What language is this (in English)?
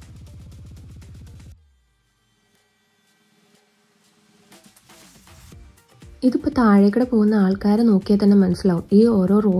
Malayalam